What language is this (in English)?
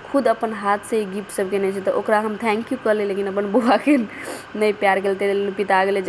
Maithili